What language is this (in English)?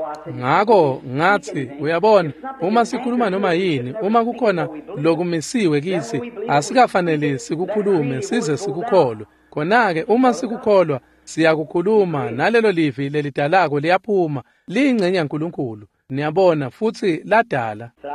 Swati